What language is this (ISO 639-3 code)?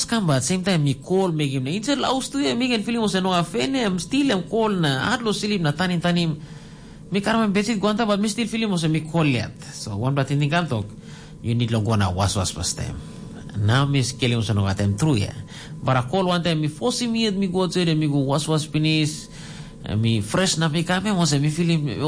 tpi